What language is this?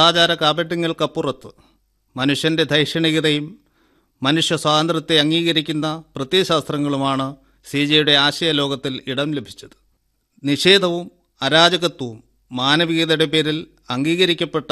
Malayalam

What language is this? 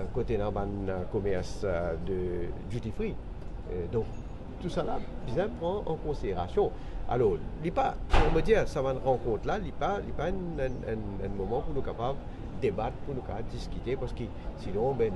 Morisyen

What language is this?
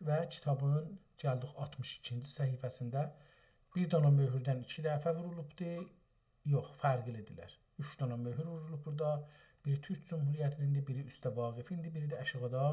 South Azerbaijani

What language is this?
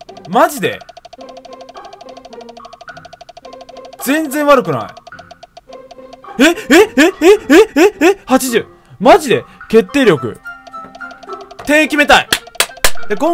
Japanese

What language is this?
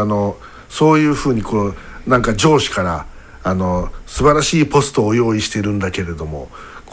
Japanese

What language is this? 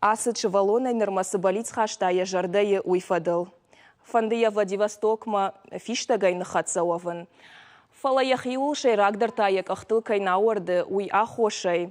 Ossetic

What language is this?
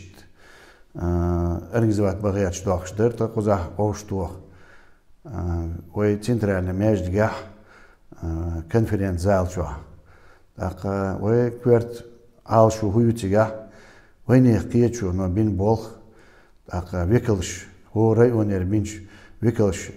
Chechen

